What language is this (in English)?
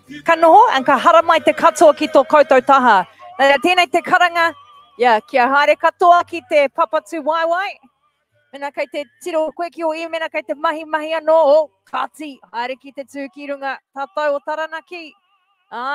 Māori